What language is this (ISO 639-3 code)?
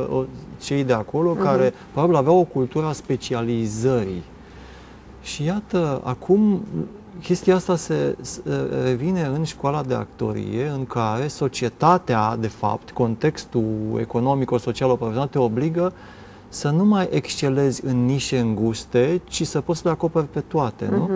ron